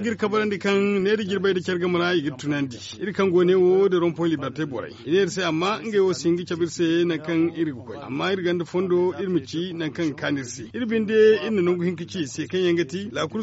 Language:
Zarma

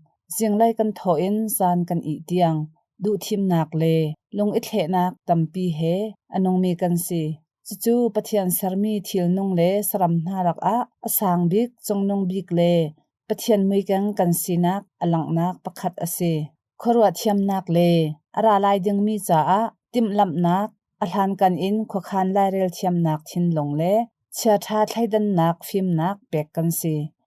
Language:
Hakha Chin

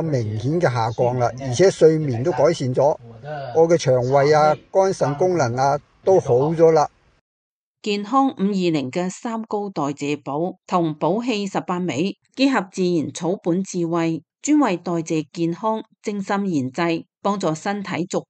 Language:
Cantonese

